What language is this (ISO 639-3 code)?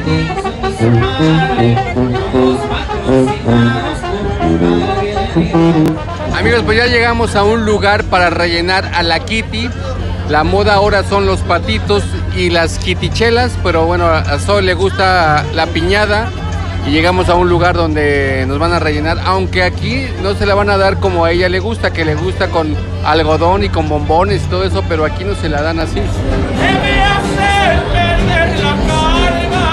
spa